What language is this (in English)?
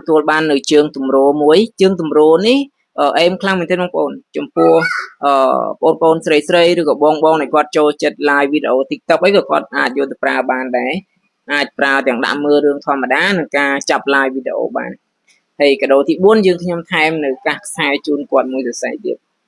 Khmer